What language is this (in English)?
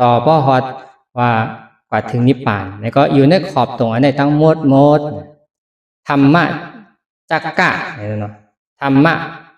Shan